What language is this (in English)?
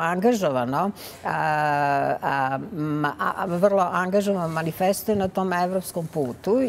Serbian